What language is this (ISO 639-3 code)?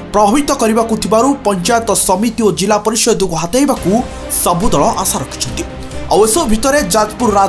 ori